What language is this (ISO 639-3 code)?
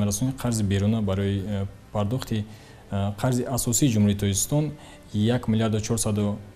tgk